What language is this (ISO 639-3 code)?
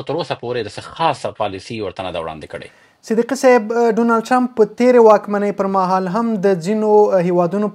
pus